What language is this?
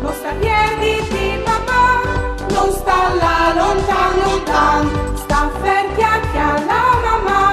Friulian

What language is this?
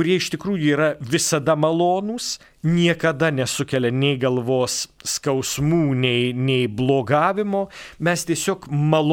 Lithuanian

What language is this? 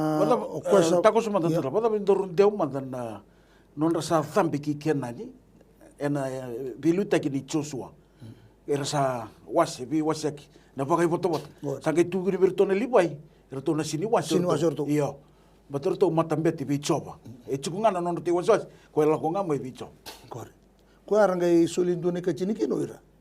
Fijian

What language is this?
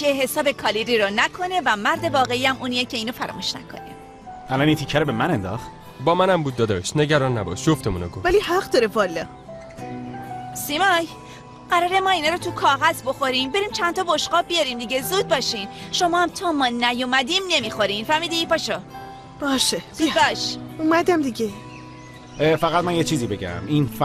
Persian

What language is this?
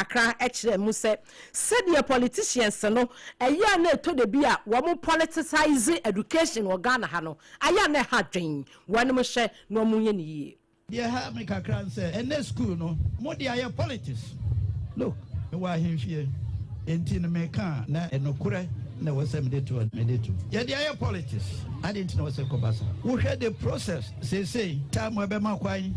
Akan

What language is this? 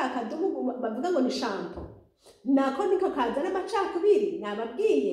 Rundi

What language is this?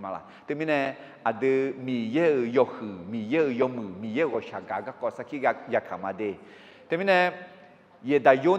Akha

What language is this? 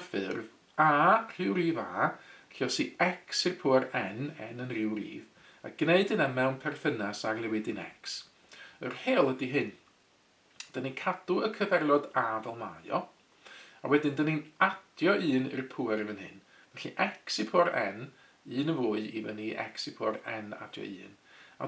Welsh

